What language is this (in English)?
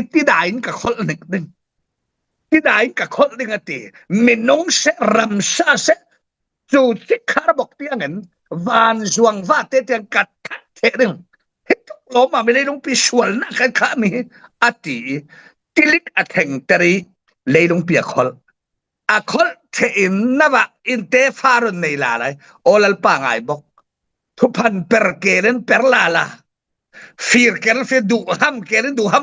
Falam Chin